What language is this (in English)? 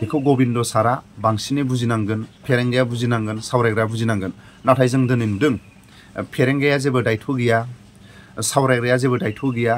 Bodo